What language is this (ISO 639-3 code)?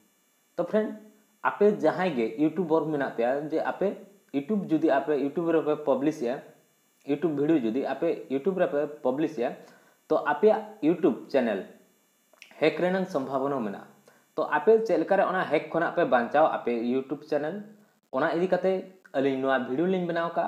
sat